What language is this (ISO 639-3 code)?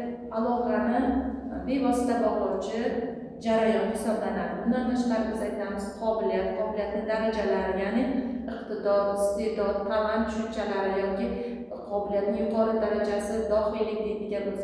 uzb